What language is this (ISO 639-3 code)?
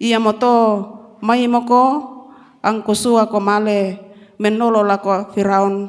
sda